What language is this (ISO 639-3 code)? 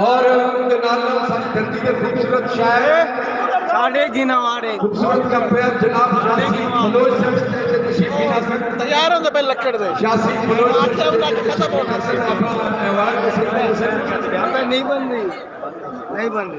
skr